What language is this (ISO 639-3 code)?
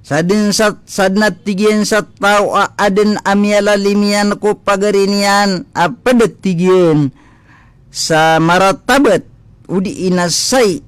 mrw